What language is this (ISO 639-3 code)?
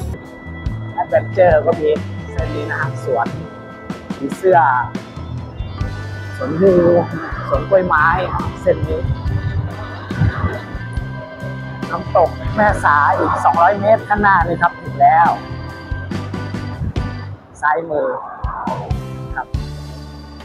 tha